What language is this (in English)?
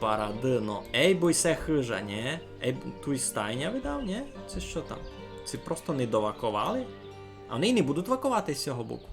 Rusyn